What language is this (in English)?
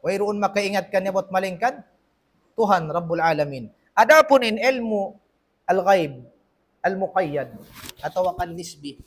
Tausug